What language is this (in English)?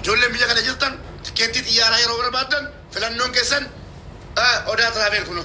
Oromo